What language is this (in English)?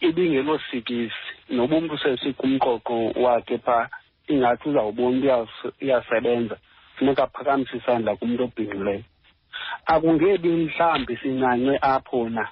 Xhosa